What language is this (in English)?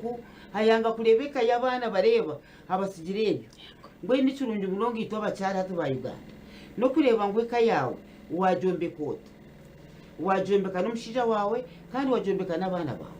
Nyankole